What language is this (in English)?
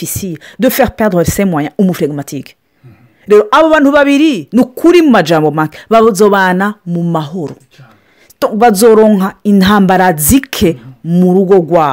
Rundi